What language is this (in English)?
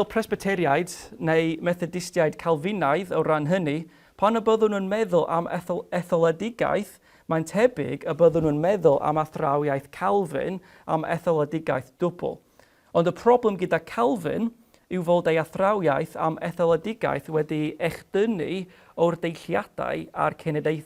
Welsh